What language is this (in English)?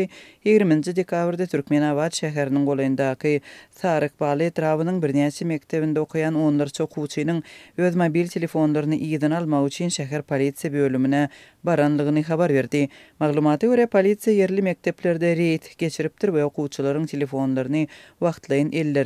Turkmen